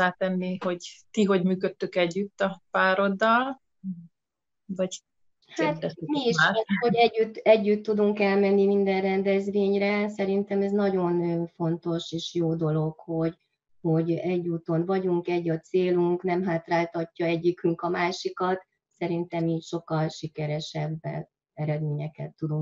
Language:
Hungarian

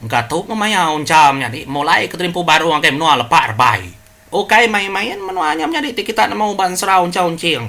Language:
Iban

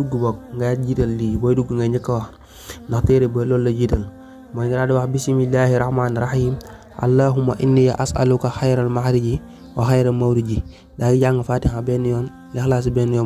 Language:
Wolof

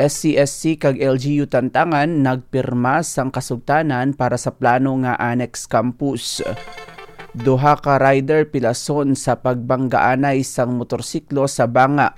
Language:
Hiligaynon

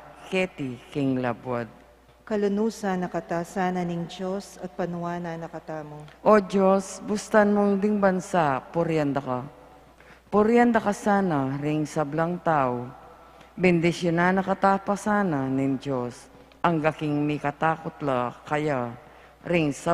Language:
Pampanga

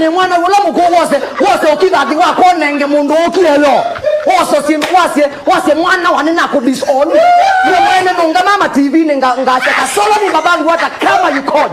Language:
Kamba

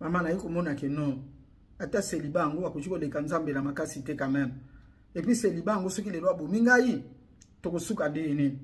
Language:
Lingala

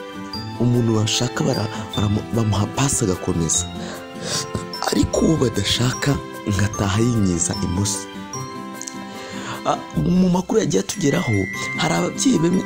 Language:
Kinyarwanda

